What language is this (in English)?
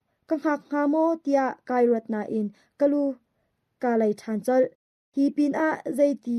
Hakha Chin